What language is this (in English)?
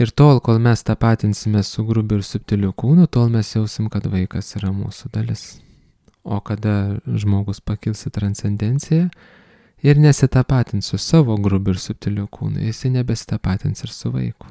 Lithuanian